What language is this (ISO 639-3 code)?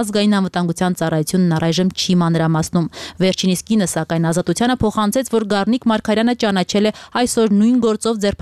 hye